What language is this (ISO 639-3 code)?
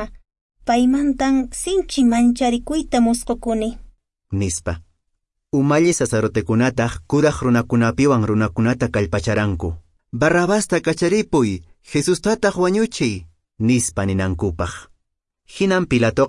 que